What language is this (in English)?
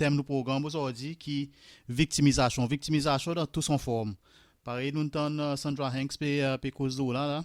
Seselwa Creole French